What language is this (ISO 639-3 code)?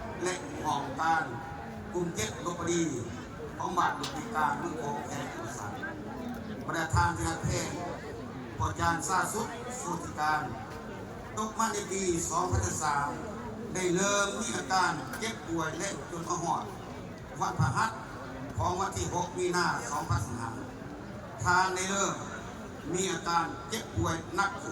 lao